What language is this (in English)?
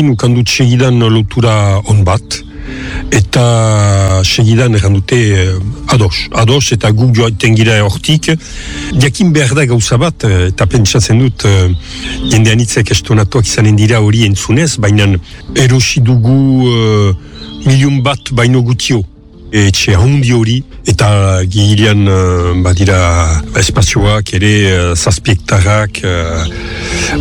Basque